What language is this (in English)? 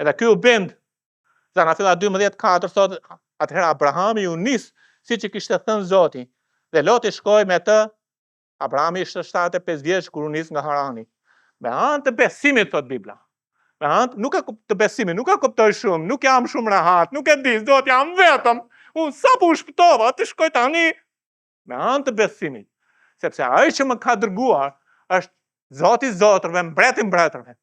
Albanian